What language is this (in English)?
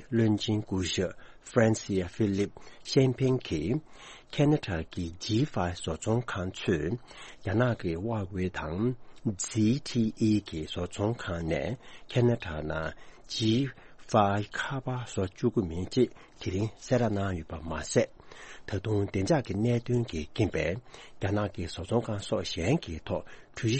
Tibetan